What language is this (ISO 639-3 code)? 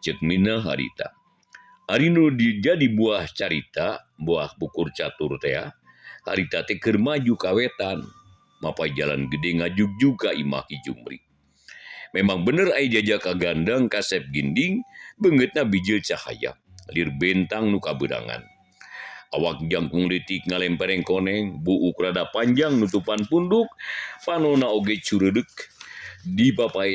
sun